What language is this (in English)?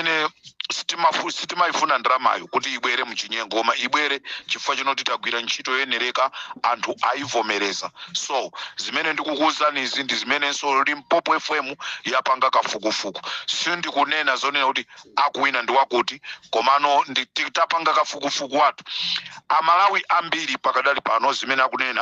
Nyanja